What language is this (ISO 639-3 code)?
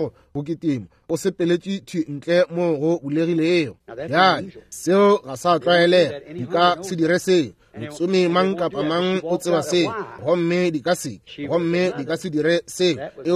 nso